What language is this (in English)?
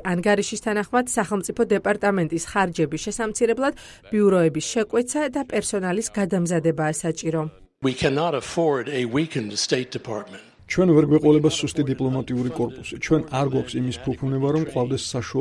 Georgian